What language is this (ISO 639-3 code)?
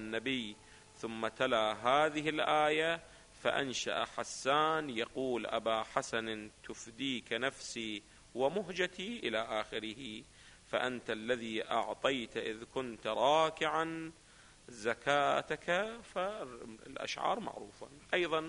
ara